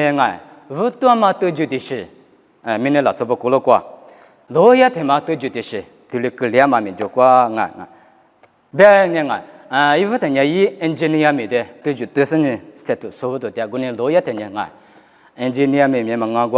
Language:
Lisu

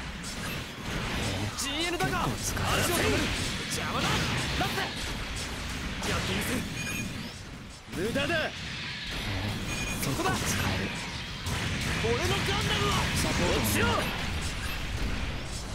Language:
Japanese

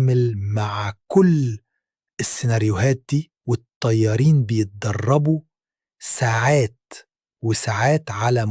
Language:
Egyptian Arabic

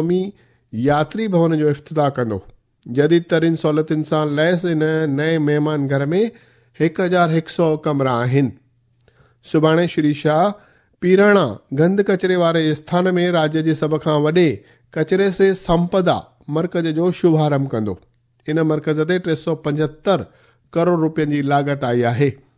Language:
Sindhi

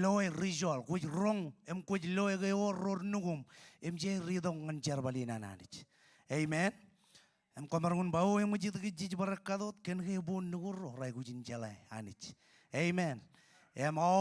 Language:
Marshallese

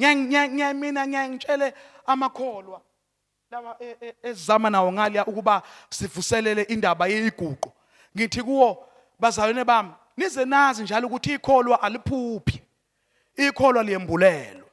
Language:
Zulu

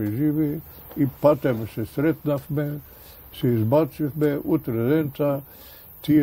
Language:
Macedonian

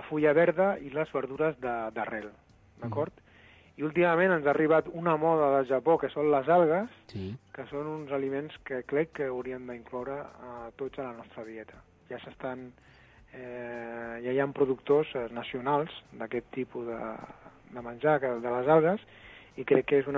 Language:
Catalan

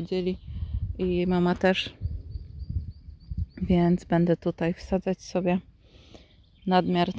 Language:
Polish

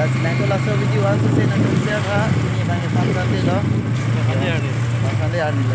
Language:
Karbi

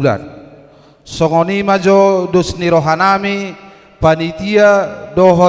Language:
Batak Toba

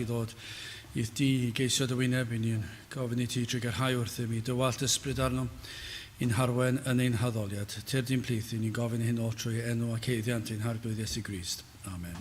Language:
Welsh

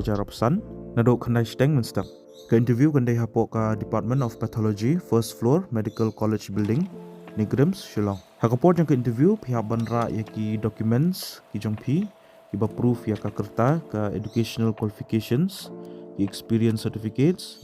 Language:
Khasi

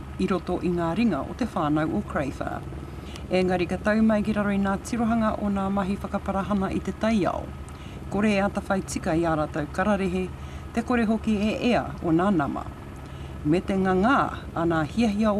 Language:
Māori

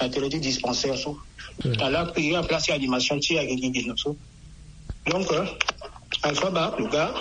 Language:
Sango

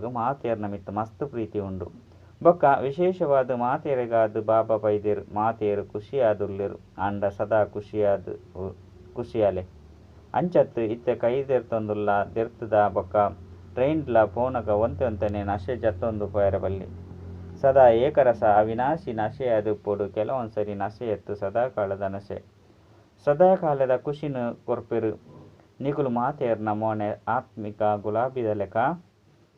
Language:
Tulu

